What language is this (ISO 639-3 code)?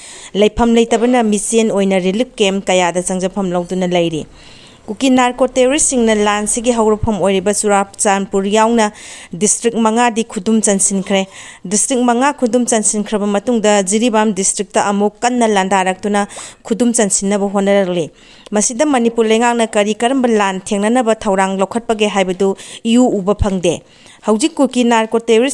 mni